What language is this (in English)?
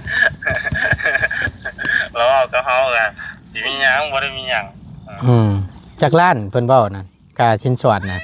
Northeastern Thai